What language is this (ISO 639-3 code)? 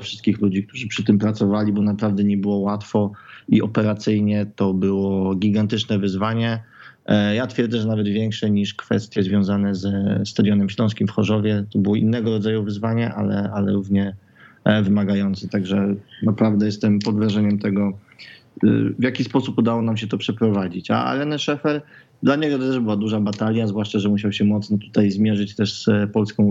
pol